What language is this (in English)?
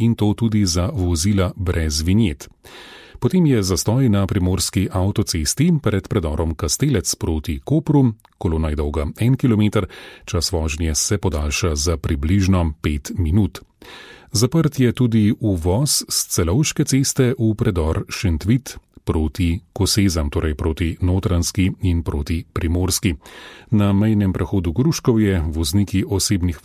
Slovenian